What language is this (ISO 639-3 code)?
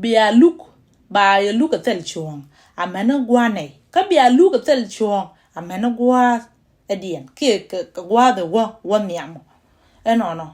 nus